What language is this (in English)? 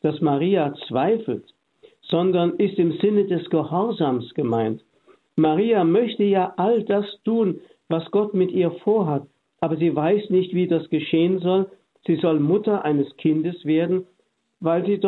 German